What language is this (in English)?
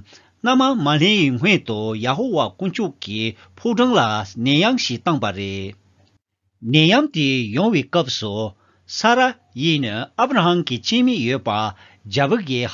Tibetan